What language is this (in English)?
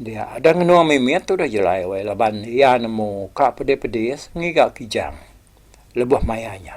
Iban